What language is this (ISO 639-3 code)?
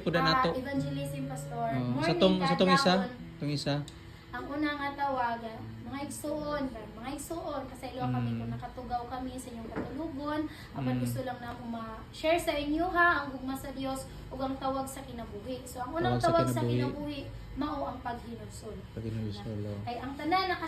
ceb